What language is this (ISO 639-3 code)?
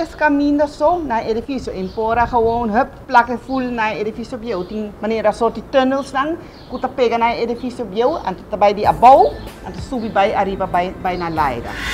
pap